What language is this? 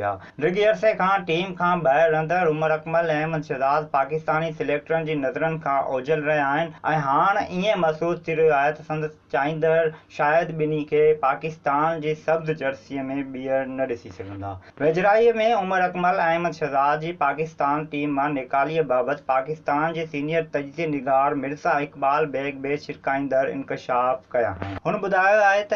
Sindhi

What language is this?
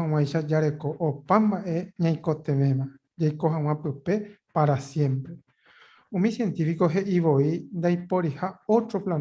Guarani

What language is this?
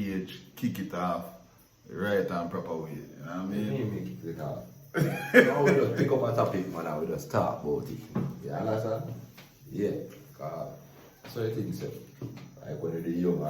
Jamaican Creole English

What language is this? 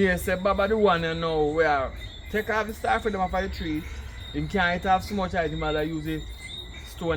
Jamaican Creole English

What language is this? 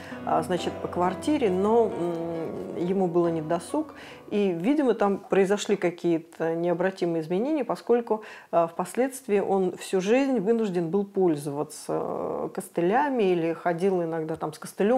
Russian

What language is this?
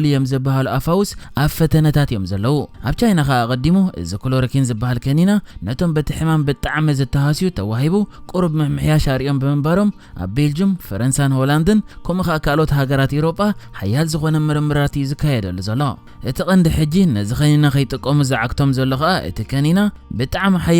Tigrinya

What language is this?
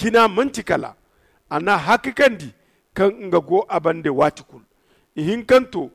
Zarma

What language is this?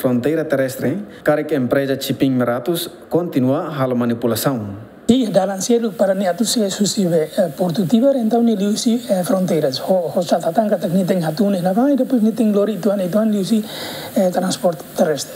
Tetum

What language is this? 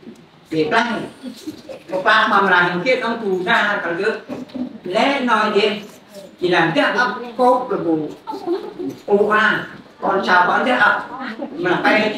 Central Mnong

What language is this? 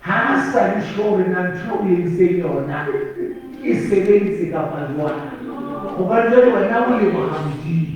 Southern Sotho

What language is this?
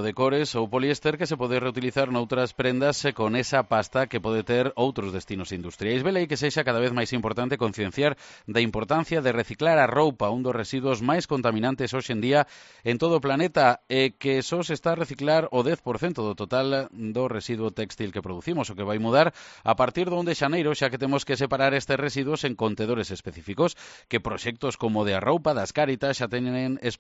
Galician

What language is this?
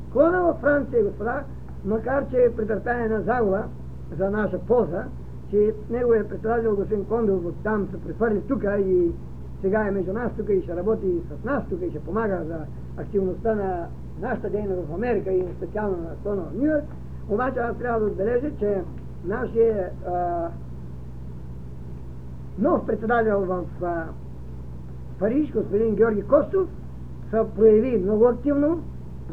Bulgarian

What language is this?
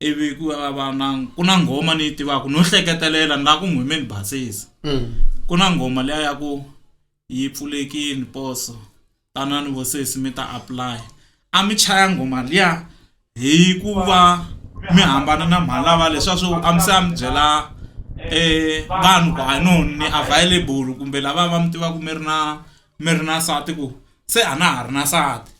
Tsonga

